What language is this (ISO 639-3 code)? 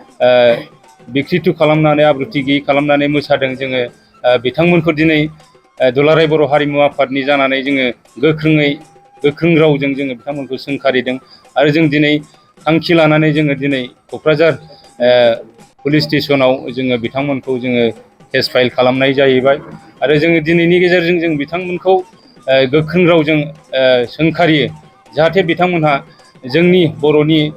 brx